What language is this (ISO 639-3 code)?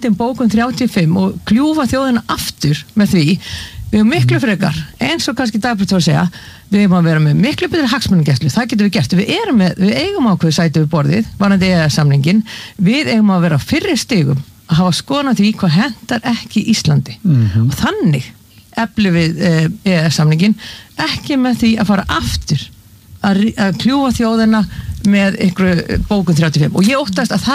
isl